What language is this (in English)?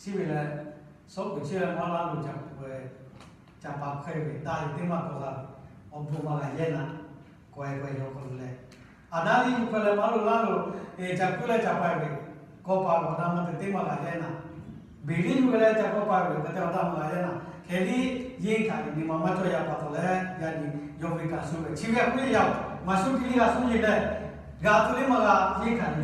Lahu